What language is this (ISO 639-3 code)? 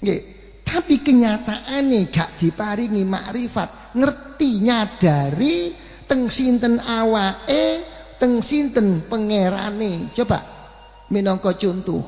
jav